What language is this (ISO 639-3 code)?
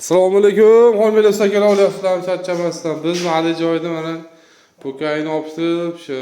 uzb